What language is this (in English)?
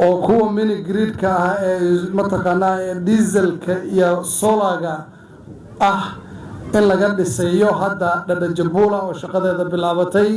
Somali